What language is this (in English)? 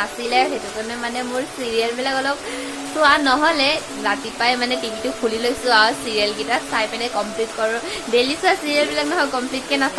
Assamese